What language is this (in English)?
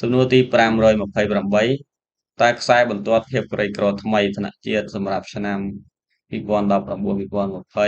Khmer